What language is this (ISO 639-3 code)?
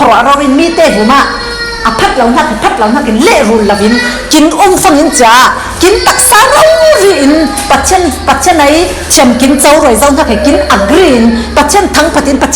cfm